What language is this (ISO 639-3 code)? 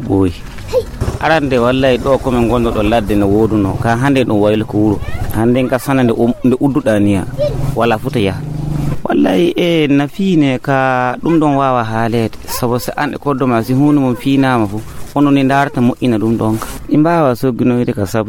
ful